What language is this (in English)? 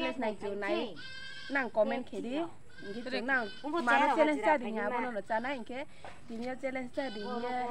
Riang (India)